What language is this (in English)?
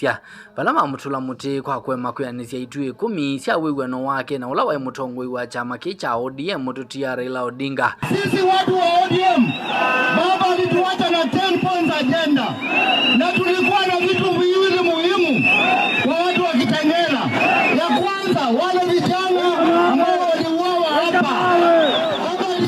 Kamba